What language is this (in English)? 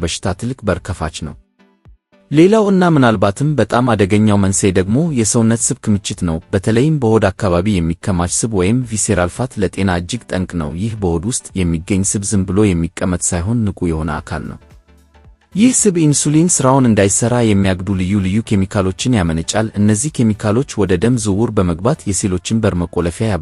Amharic